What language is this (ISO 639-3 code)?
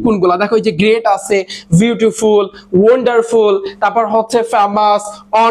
ben